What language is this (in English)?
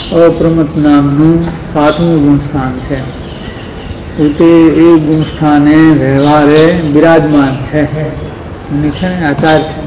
Gujarati